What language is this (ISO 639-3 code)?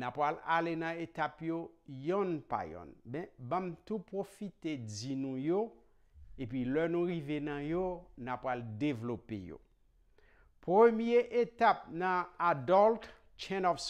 hat